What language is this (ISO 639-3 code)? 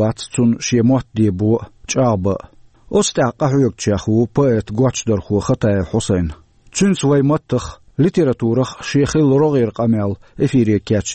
che